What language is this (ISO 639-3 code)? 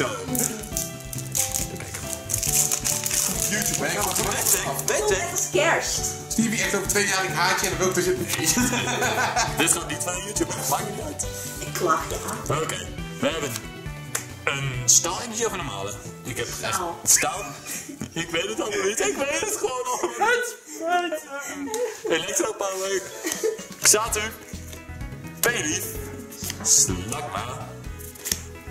nld